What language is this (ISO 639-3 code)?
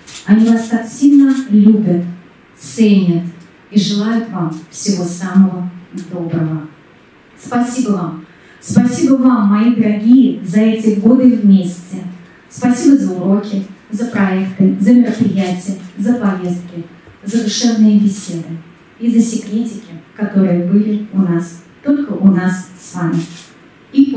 rus